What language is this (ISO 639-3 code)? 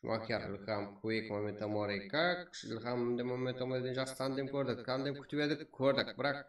kaa